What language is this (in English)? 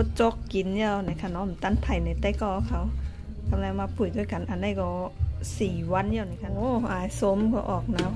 Shan